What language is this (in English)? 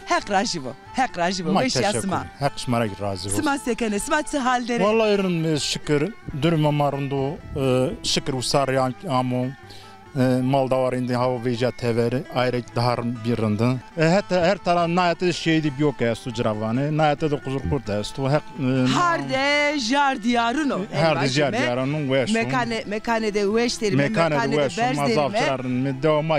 Zaza